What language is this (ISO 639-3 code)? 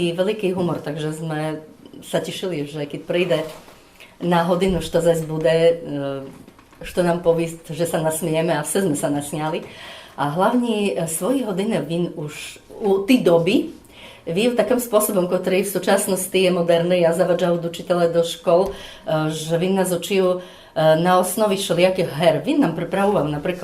rue